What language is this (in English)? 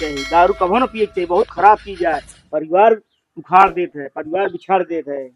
Awadhi